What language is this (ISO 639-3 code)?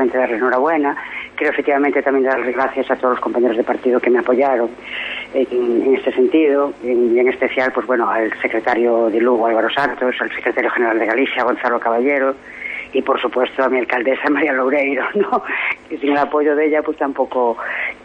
spa